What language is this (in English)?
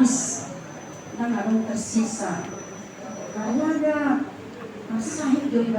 Batak Toba